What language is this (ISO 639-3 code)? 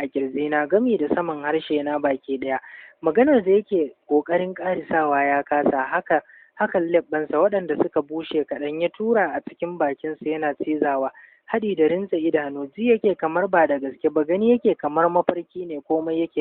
hau